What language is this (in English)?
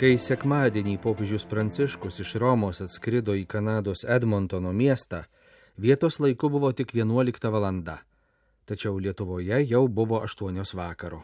Lithuanian